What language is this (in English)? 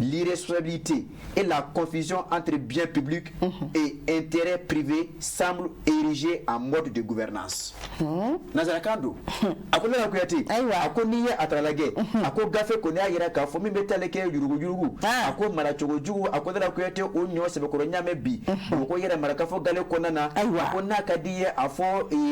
Bambara